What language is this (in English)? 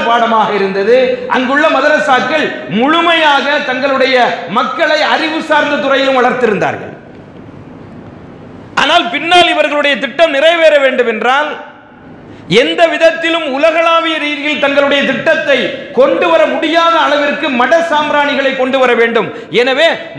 Tamil